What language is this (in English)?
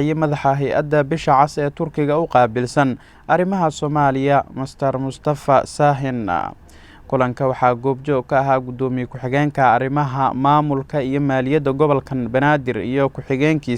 Somali